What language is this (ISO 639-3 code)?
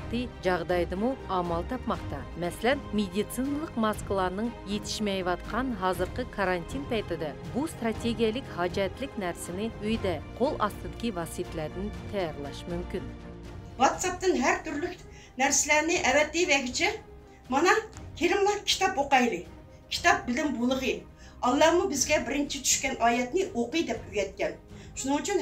uig